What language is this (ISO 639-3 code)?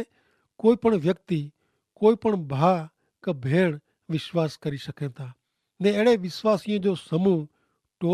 kfr